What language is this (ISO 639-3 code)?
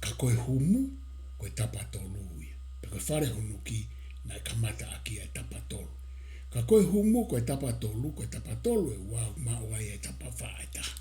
ton